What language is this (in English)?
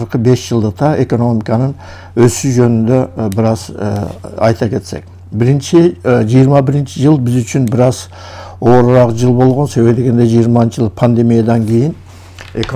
Kyrgyz